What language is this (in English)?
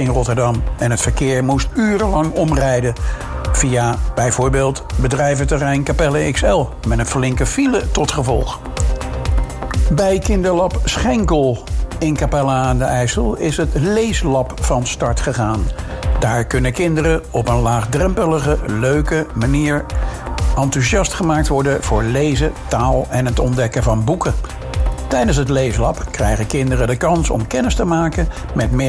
Dutch